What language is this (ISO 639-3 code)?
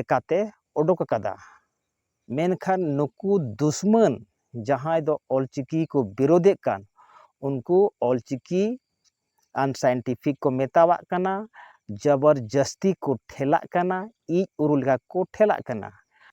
sat